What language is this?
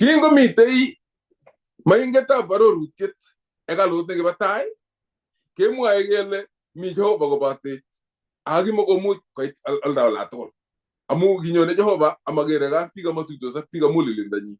Kalenjin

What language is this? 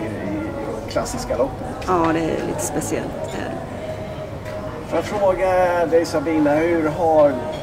Swedish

